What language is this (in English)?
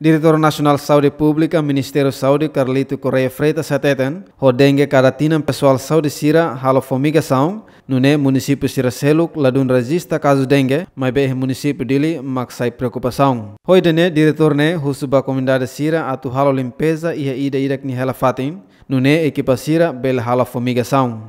Tetum